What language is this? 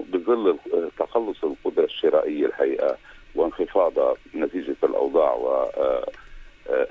North Levantine Arabic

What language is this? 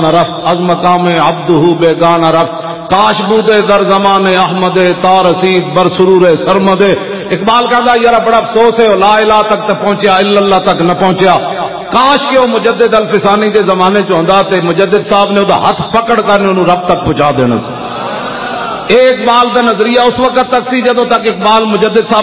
Western Panjabi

